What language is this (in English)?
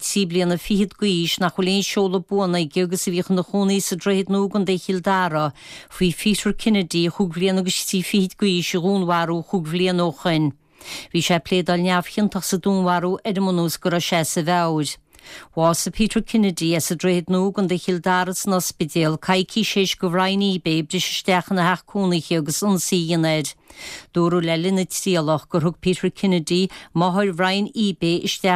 Irish